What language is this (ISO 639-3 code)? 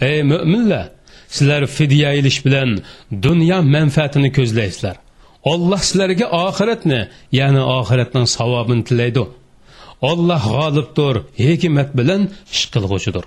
uig